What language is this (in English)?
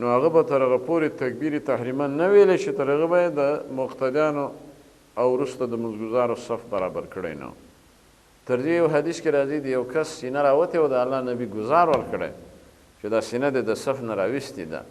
Pashto